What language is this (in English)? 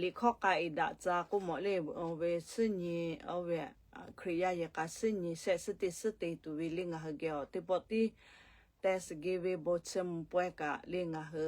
Lahu